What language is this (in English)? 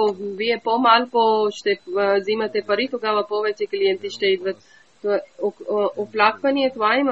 Bulgarian